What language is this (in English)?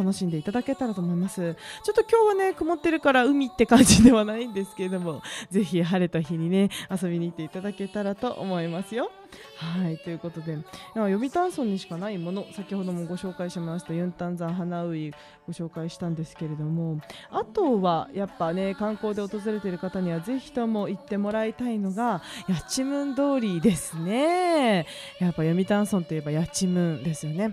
Japanese